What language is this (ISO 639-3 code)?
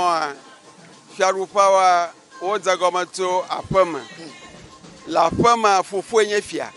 ewe